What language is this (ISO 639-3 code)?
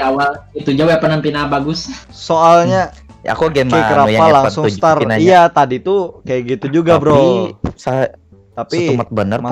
bjn